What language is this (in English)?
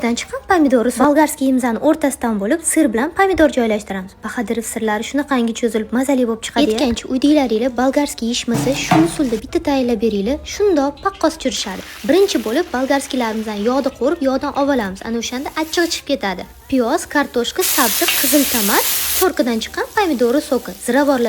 Uzbek